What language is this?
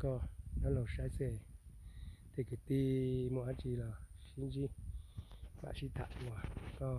Hmong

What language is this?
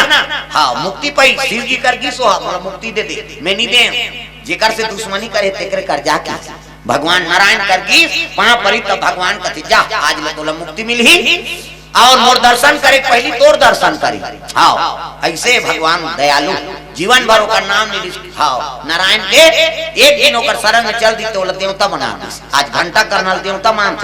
Chhattisgarhi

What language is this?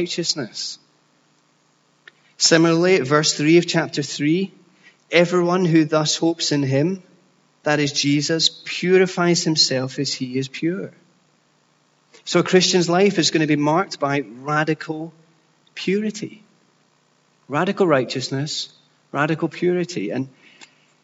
English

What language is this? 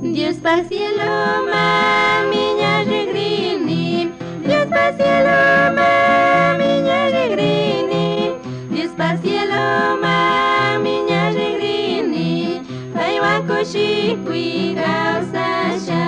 Chimborazo Highland Quichua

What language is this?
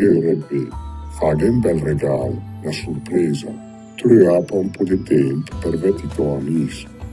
Lombard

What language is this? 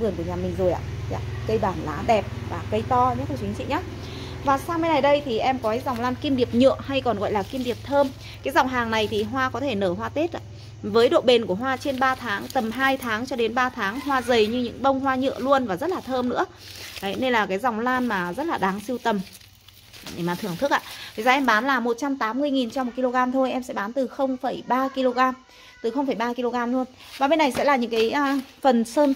Vietnamese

